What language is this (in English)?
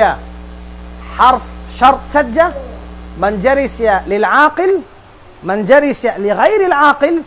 Tausug